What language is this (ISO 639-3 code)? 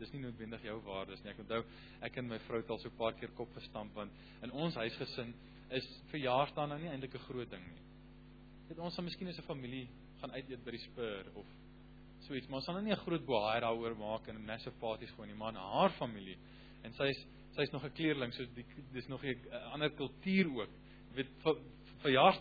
afr